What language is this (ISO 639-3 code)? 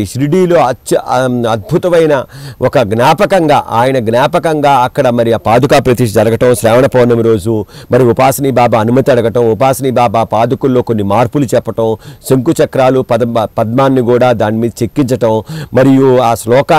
tel